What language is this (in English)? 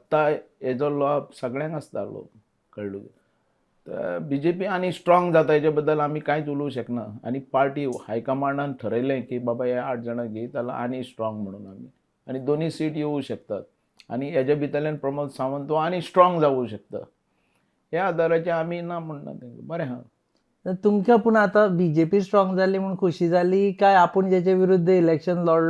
Konkani